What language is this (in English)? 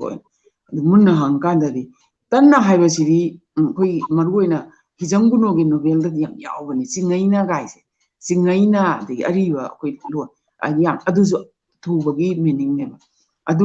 Manipuri